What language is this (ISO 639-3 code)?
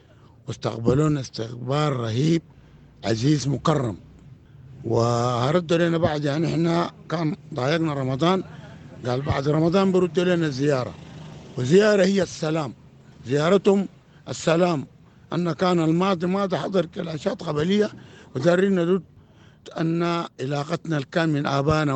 apd